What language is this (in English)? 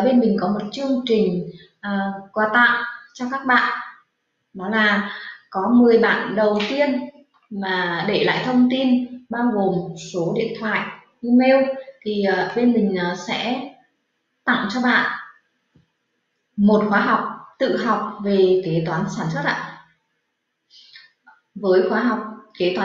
Vietnamese